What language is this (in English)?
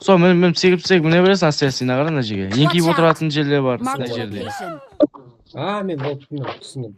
Kara-Kalpak